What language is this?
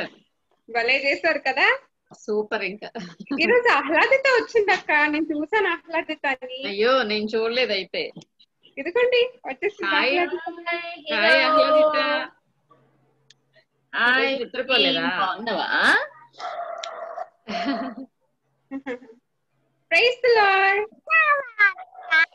Telugu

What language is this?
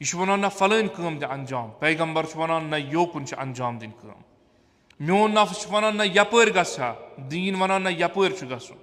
Kashmiri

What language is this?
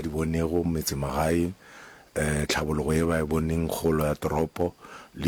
Northern Sotho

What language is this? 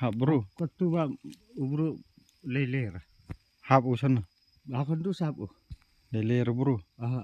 Khasi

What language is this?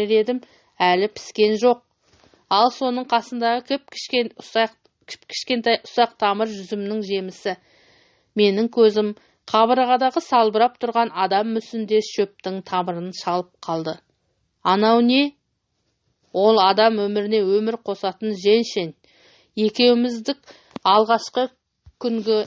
Kazakh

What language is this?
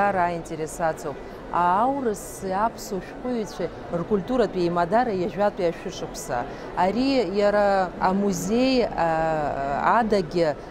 Abkhazian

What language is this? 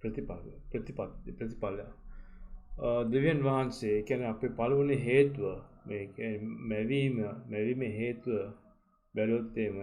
Sinhala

